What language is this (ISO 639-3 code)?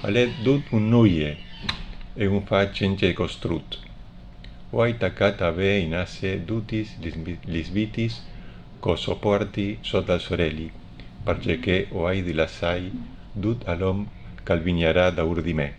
fur